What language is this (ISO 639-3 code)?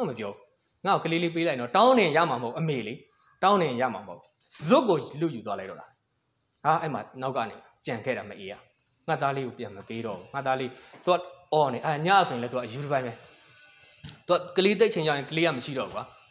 mya